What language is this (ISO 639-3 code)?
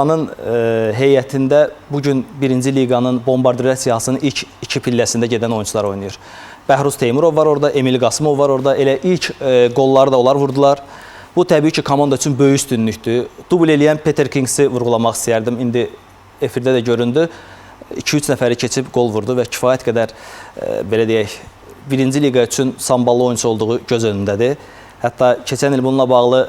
aze